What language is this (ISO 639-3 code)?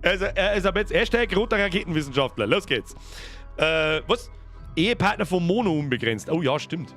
bar